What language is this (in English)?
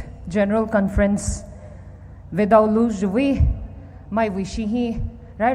Poumei Naga